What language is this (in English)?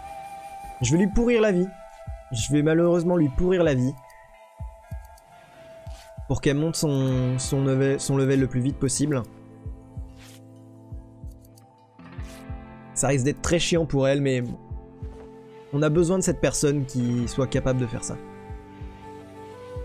French